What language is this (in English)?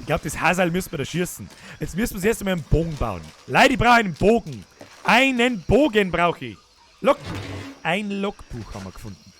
Bavarian